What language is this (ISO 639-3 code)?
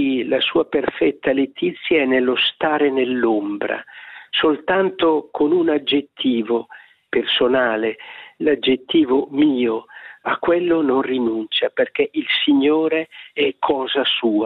ita